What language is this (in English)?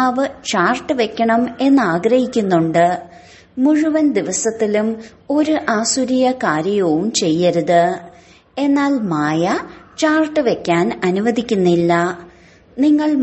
Malayalam